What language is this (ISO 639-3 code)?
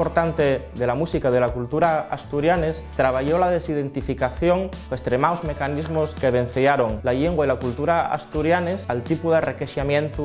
ast